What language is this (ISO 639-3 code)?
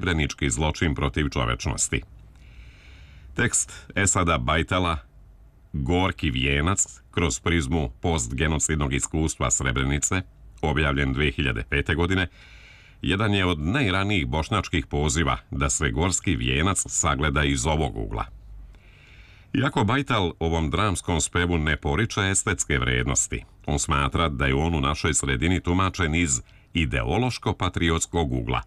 srp